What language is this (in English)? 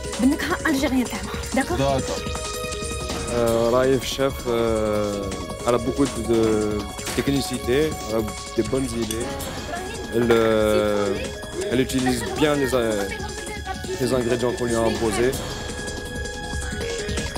Algerian Arabic